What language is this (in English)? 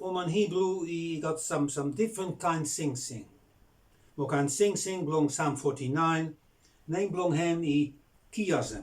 Bislama